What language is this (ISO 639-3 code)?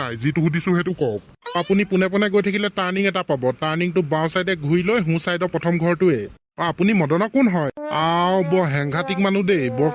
asm